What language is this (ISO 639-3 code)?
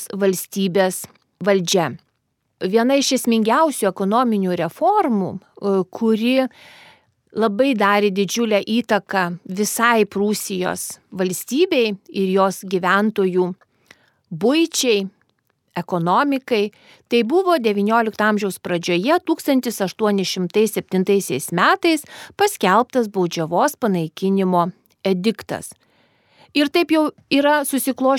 lit